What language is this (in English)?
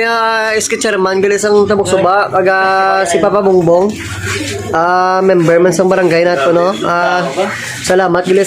Hiligaynon